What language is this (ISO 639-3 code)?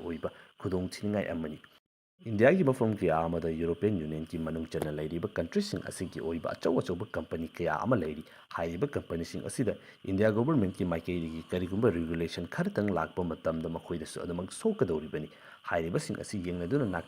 mni